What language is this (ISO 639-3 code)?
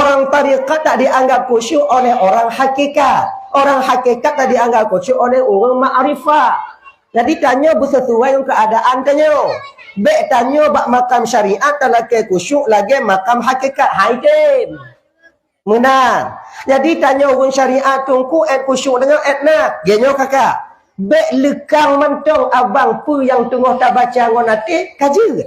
ace